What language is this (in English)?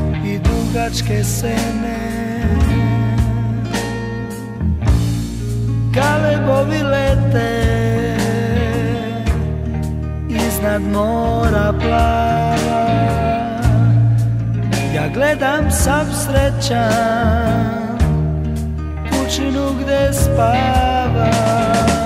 Serbian